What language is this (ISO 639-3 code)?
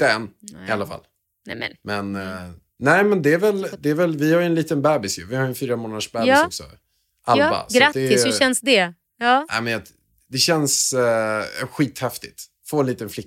swe